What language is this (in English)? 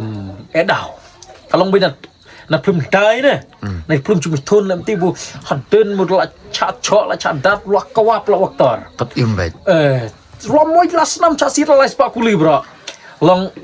Khasi